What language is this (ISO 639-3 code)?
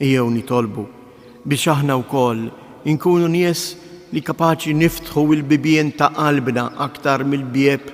mlt